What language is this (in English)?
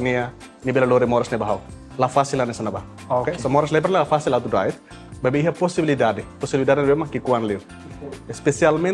Tetum